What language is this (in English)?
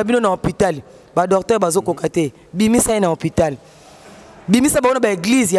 Lingala